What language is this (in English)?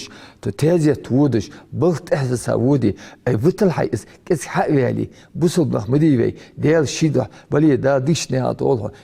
Ingush